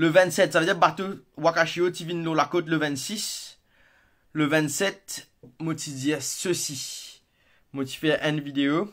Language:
Morisyen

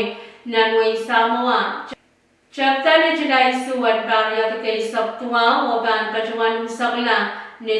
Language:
Pohnpeian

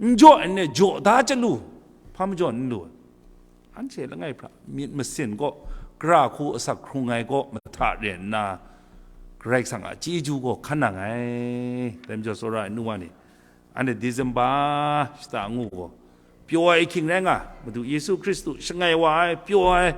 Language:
Kachin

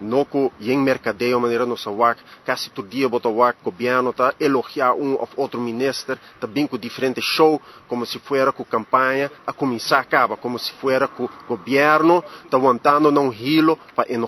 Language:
Papiamento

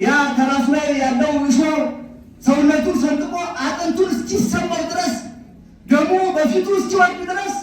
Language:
Amharic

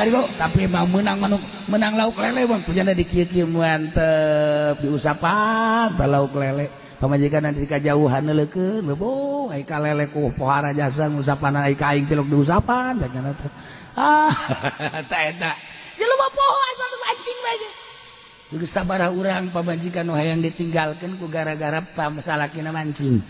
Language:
Sundanese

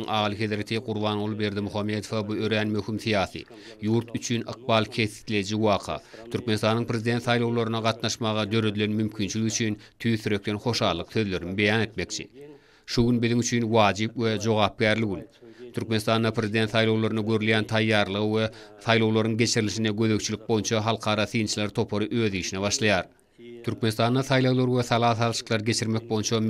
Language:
Turkmen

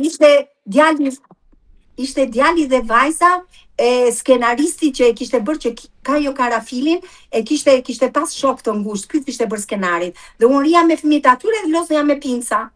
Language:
Albanian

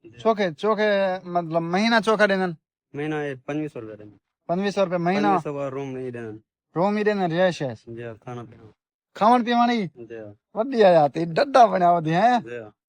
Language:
Saraiki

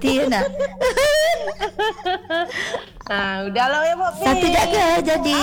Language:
Malay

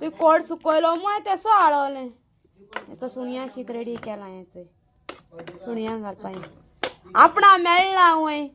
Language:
Konkani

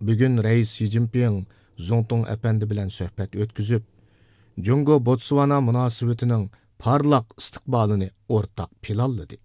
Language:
Uyghur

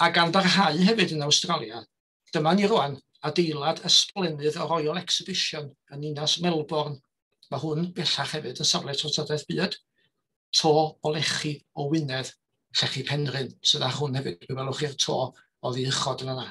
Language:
Welsh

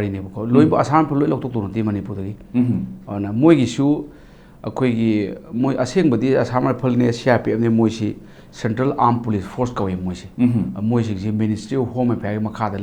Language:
Manipuri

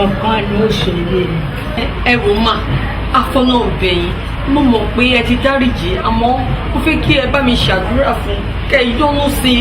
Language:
Yoruba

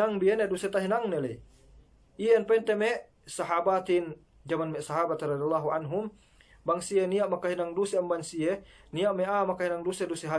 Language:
Yakan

